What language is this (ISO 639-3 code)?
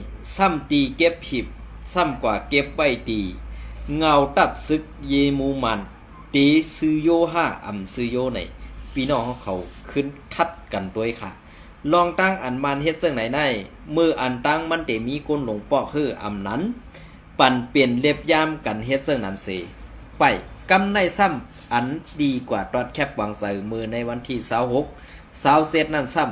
shn